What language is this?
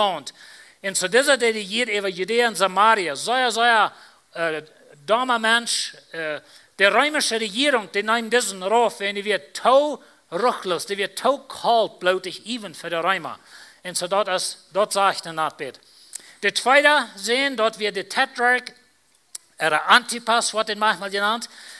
Plautdietsch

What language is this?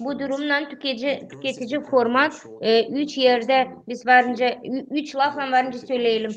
Gagauz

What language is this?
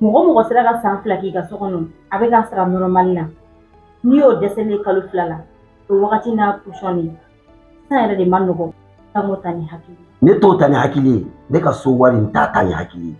Bambara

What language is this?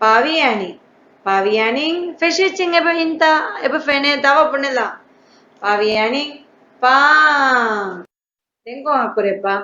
Divehi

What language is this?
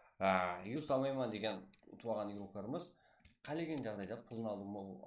Kara-Kalpak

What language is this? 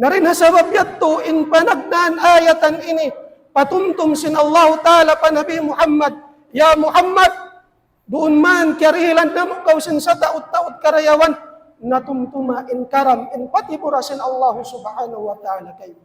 Tausug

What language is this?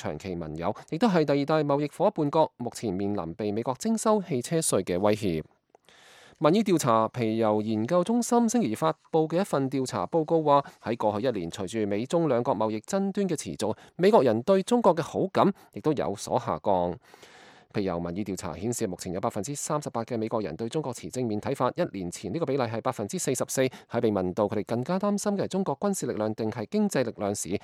Cantonese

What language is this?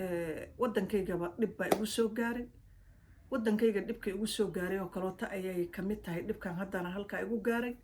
Somali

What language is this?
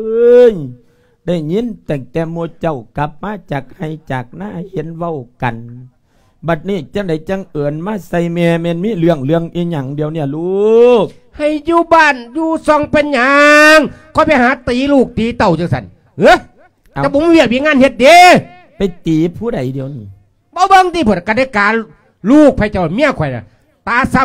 Lao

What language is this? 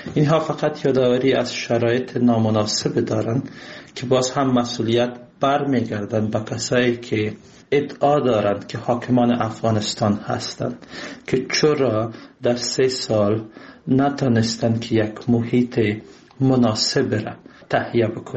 Persian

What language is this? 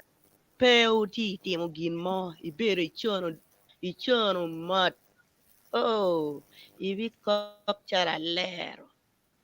Acoli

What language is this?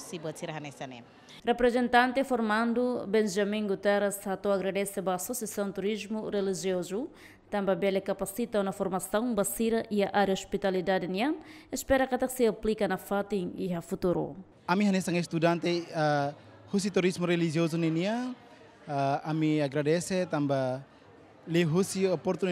Tetum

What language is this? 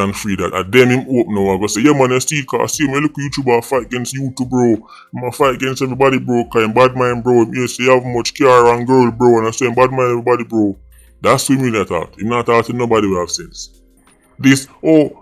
Jamaican Creole English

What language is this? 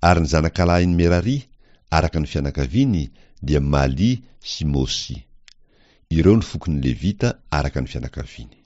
Malagasy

